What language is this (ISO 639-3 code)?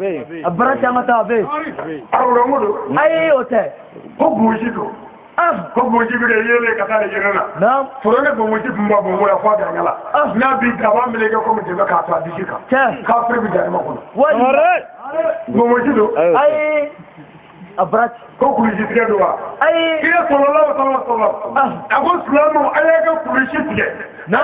bam